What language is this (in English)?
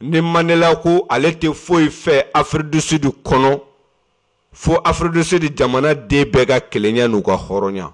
Bambara